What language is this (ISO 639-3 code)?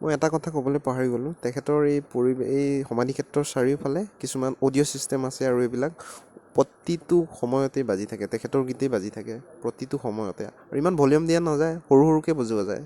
asm